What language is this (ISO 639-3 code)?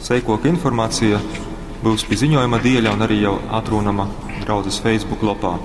ltg